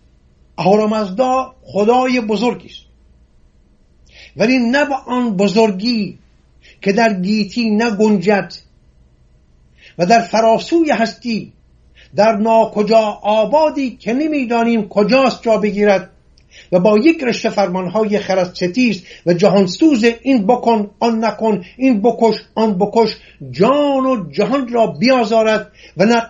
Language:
Persian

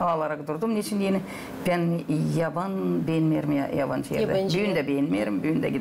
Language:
Gagauz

